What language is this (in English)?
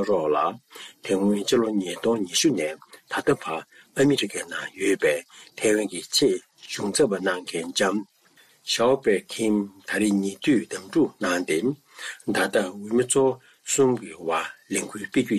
Tibetan